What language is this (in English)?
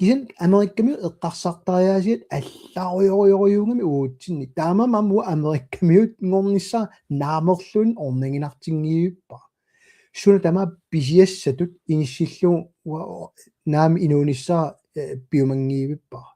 Kalaallisut